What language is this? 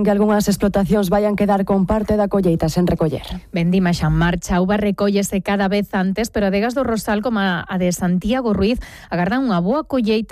Galician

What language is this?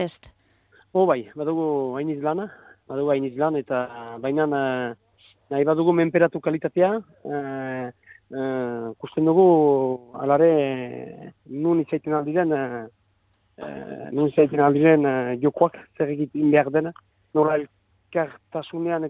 Basque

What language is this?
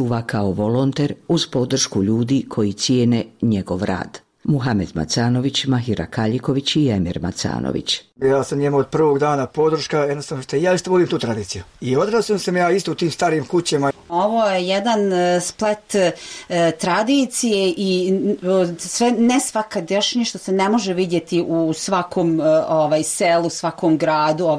Bosnian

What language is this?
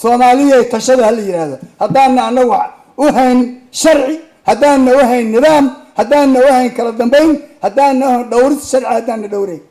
Somali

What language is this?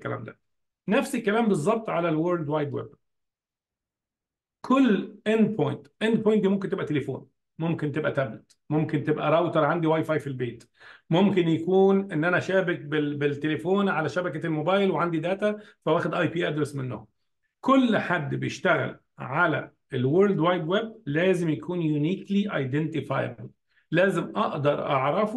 Egyptian Arabic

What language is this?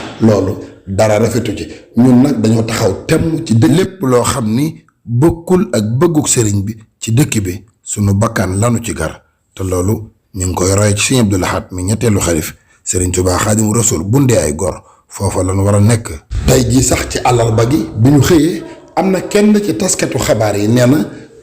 Wolof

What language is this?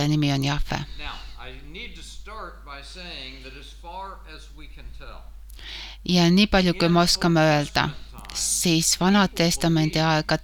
Estonian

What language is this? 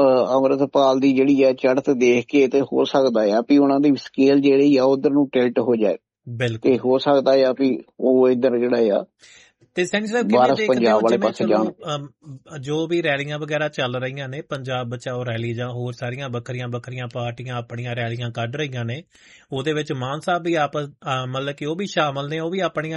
Punjabi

